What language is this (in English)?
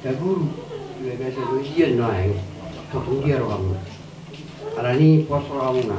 Batak Toba